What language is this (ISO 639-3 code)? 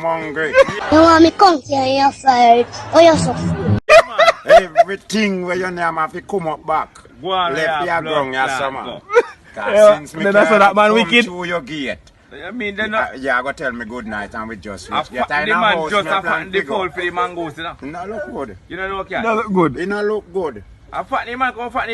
jam